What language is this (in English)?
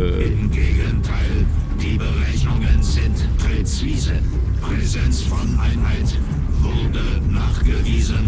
Swiss German